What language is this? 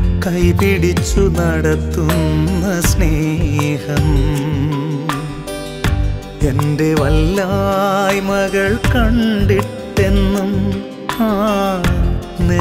Malayalam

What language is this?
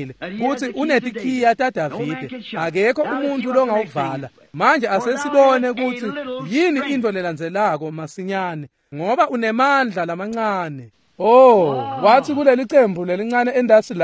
Swati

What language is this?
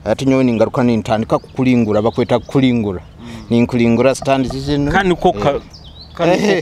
Nyoro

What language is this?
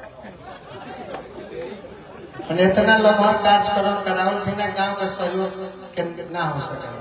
Bhojpuri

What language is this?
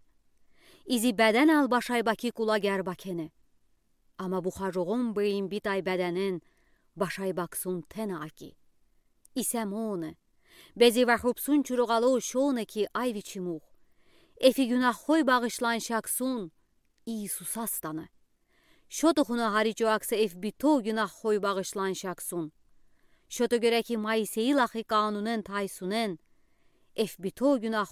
Udi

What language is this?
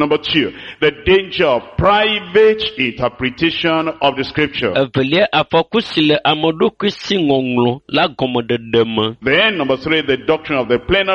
Ewe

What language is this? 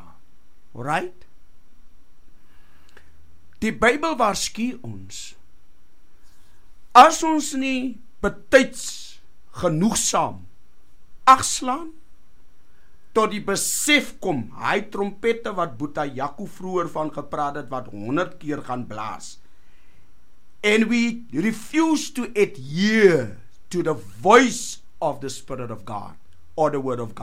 Afrikaans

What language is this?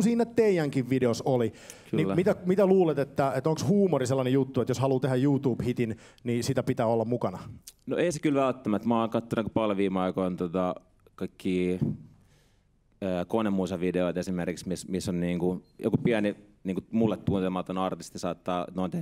Finnish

